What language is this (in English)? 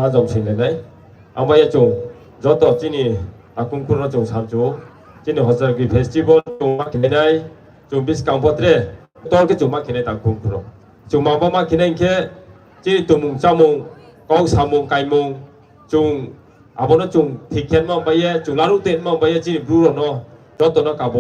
Riang (India)